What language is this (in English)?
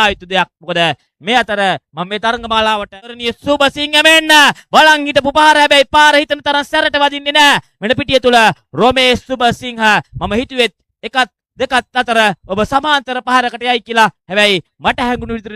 Sinhala